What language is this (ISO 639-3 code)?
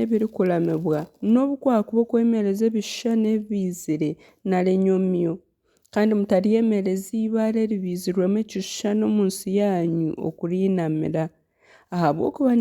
nyn